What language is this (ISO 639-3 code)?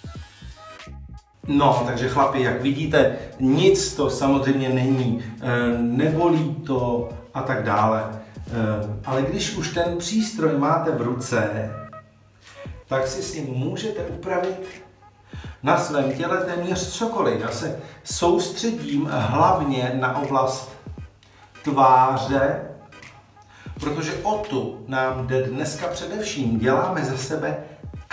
ces